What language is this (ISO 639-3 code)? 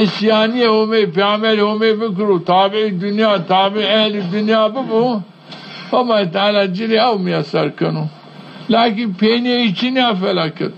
zza